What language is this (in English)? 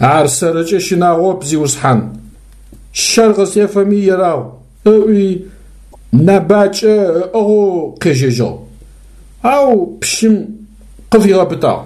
Adyghe